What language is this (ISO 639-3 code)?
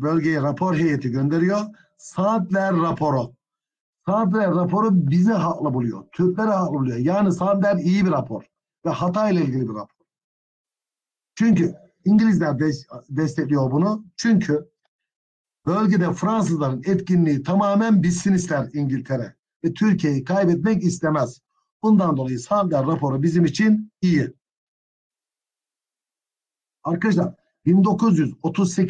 tur